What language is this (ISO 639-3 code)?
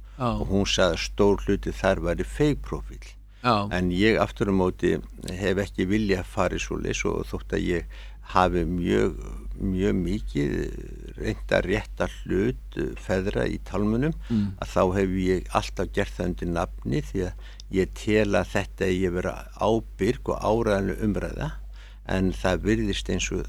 isl